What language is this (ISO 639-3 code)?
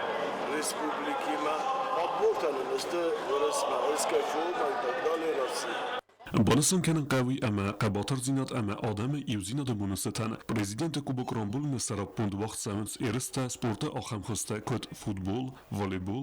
oss